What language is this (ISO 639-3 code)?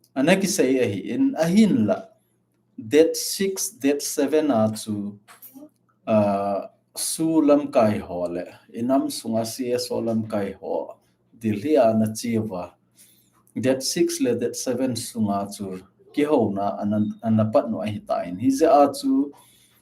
tcz